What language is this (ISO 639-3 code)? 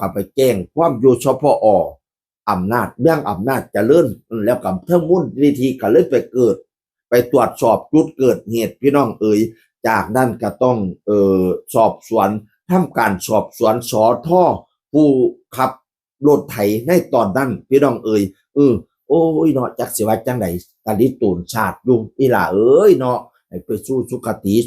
tts